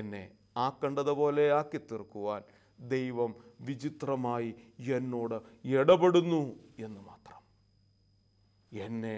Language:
Malayalam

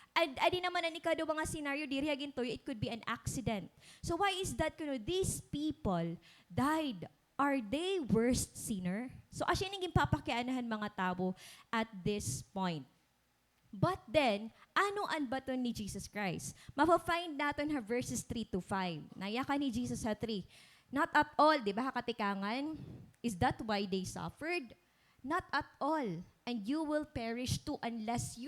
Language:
Waray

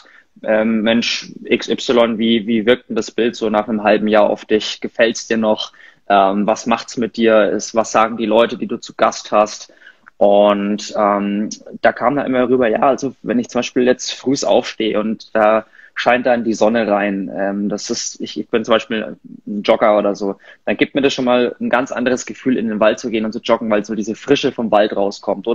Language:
German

